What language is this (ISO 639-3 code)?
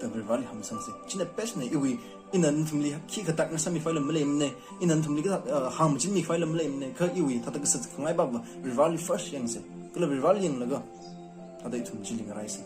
nmf